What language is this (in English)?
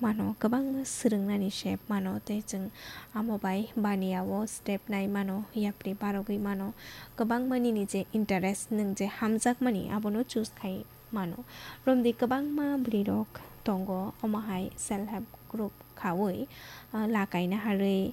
Kok Borok